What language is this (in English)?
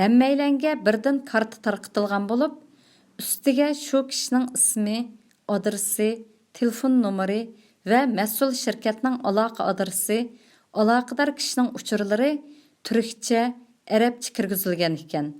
Uyghur